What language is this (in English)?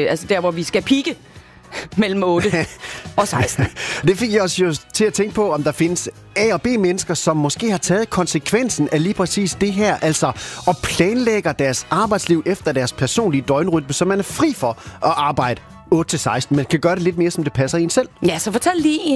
Danish